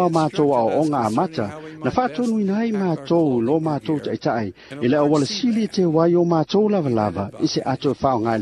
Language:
Samoan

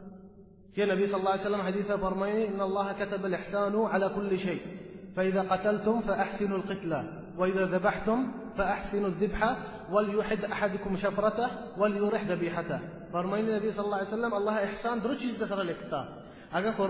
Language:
Baluchi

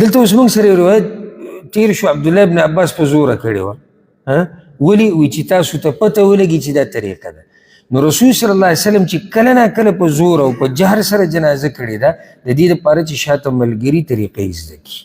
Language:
Pashto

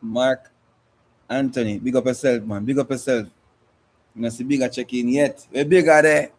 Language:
Jamaican Creole English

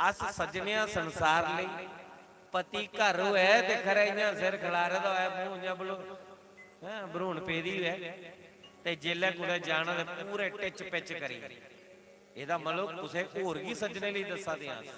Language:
Dogri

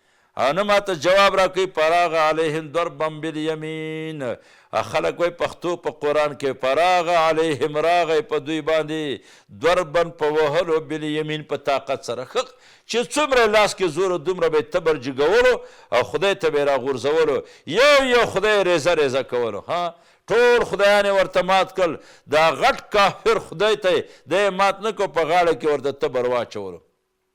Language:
Pashto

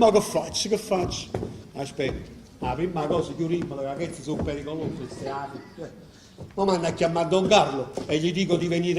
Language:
Neapolitan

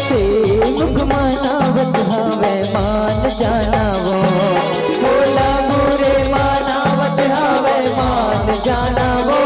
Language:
Chhattisgarhi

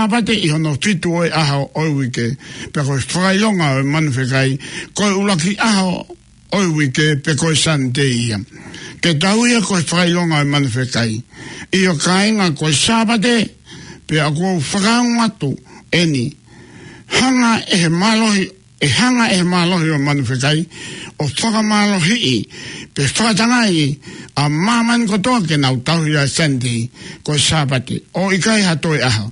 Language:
Tongan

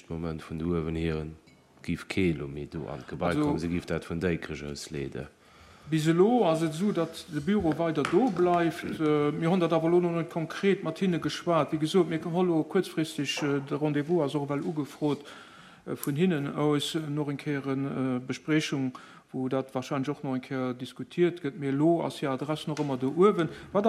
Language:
Luxembourgish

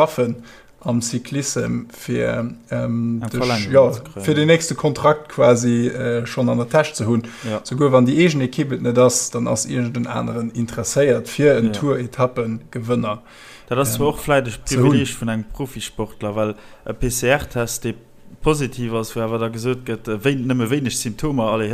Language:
Luxembourgish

